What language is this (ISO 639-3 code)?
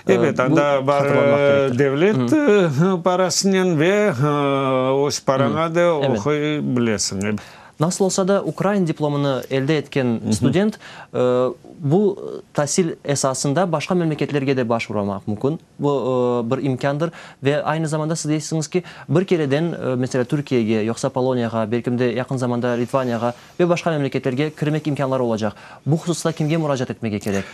crh